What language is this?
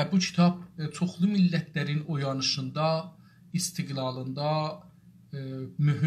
South Azerbaijani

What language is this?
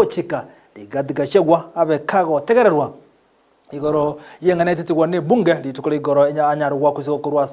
Gusii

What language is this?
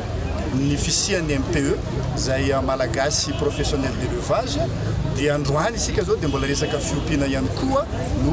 Malagasy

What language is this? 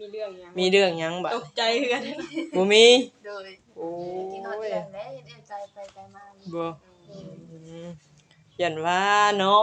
Northeastern Thai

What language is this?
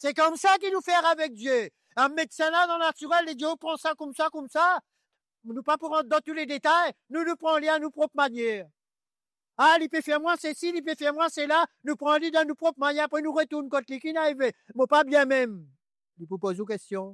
Morisyen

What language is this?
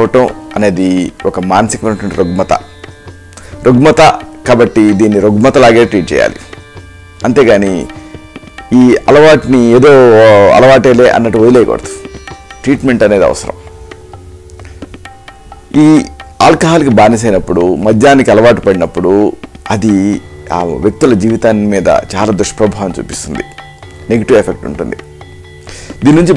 Telugu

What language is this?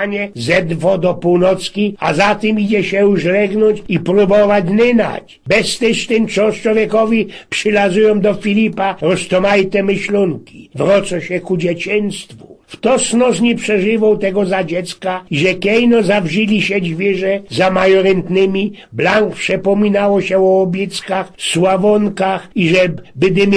Silesian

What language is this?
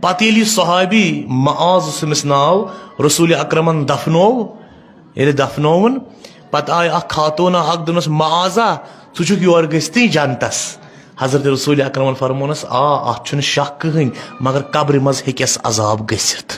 Kashmiri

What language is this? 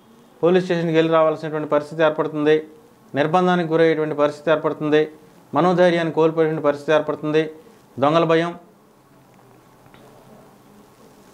Telugu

